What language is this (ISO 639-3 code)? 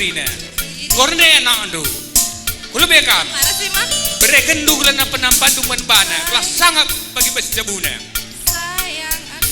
btx